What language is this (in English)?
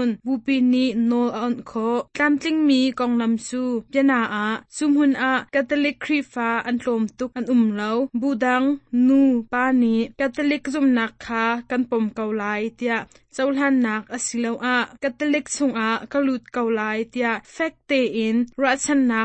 Hakha Chin